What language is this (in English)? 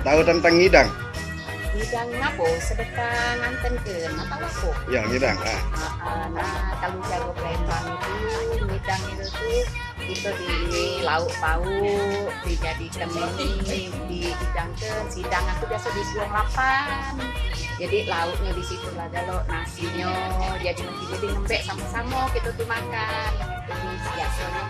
Musi